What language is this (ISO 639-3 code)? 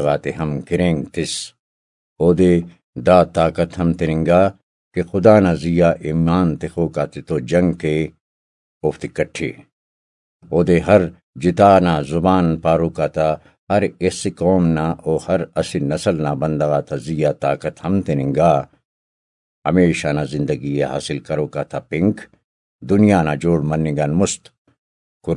brh